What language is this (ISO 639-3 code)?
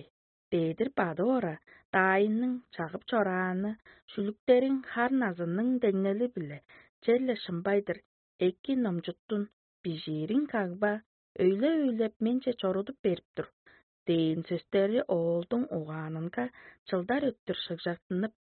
tyv